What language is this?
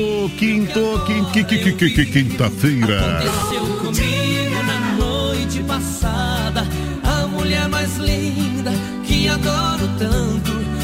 Portuguese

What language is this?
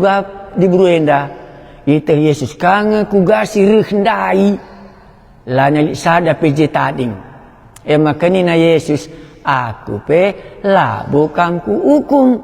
Batak Karo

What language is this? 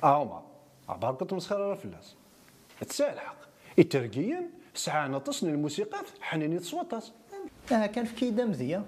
Kabyle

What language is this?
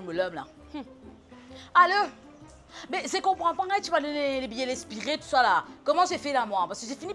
Morisyen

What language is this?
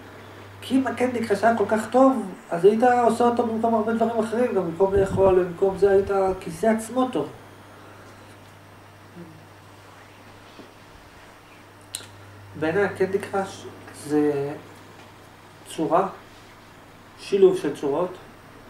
Hebrew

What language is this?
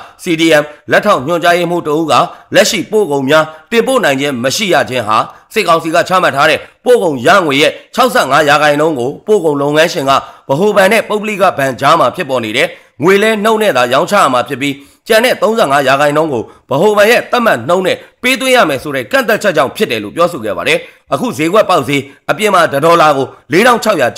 Burmese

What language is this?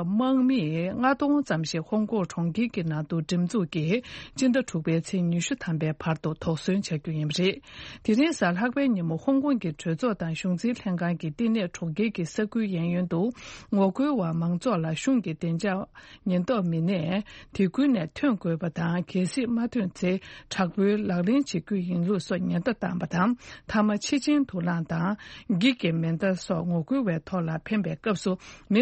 Tibetan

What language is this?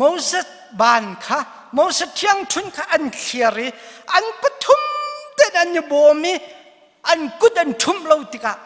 Hakha Chin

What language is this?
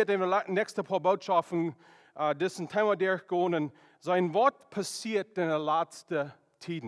Plautdietsch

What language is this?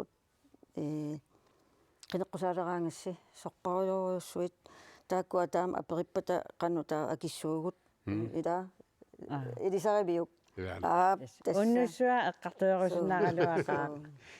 Kalaallisut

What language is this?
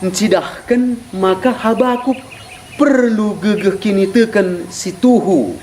Batak Karo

